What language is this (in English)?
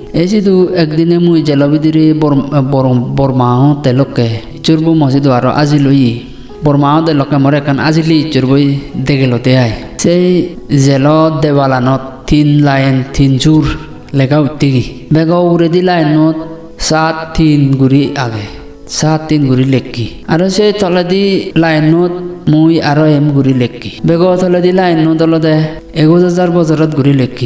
Chakma